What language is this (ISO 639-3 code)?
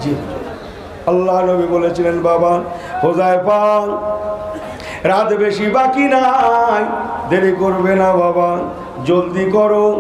ben